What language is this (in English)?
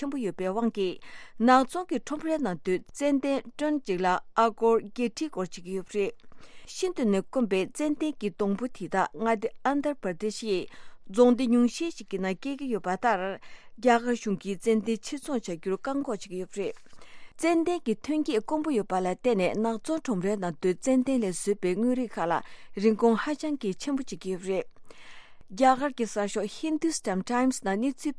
Tibetan